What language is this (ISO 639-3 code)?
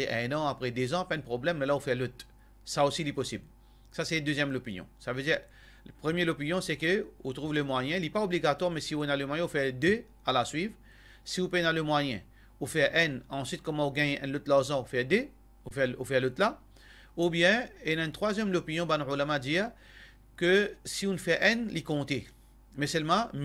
mfe